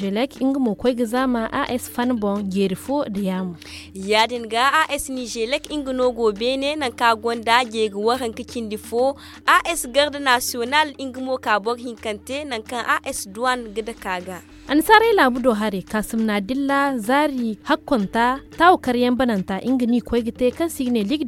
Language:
Zarma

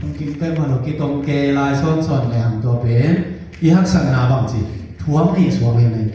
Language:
Tedim Chin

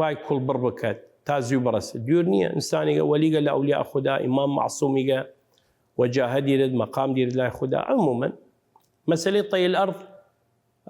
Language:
Southern Kurdish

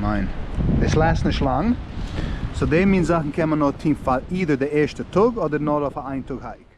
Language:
Yiddish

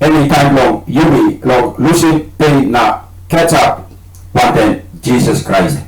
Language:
Tok Pisin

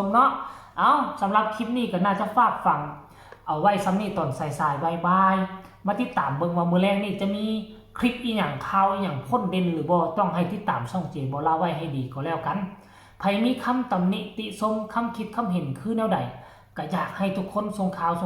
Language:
Northeastern Thai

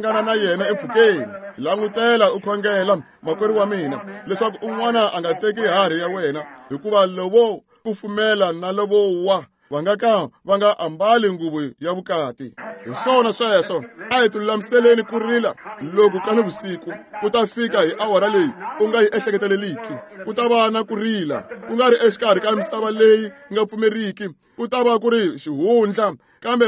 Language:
Tsonga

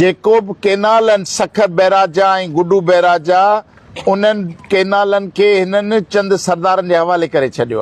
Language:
Sindhi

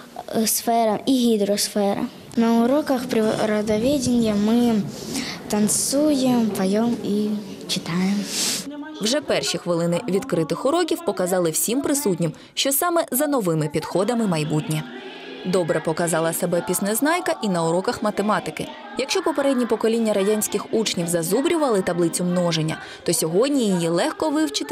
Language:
Ukrainian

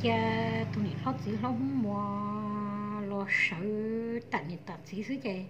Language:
Hmong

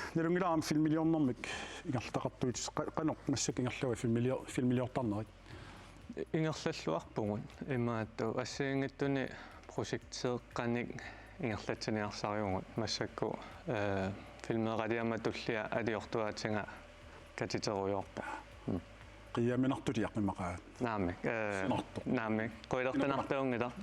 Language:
Kalaallisut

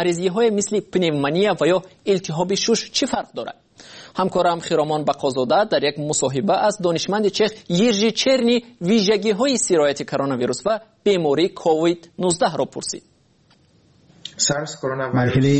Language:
Persian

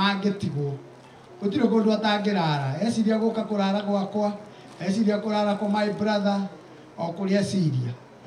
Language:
Kikuyu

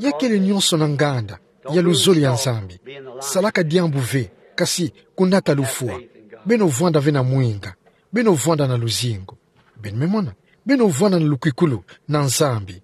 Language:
Kituba (Democratic Republic of Congo)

